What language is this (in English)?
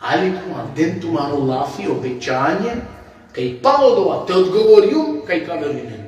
Balkan Romani